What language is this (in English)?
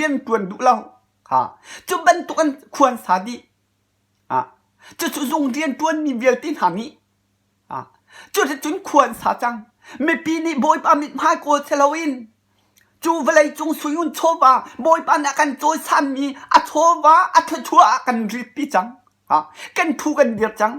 Hakha Chin